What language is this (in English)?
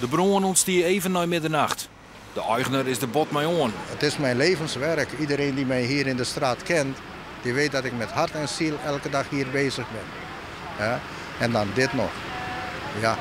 Western Frisian